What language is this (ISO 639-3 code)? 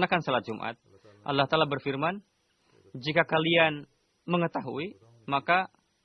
ind